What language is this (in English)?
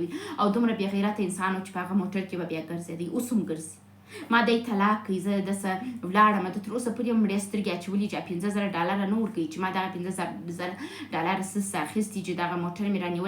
Pashto